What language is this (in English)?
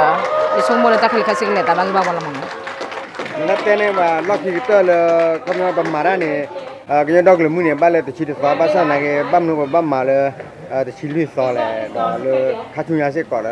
S'gaw Karen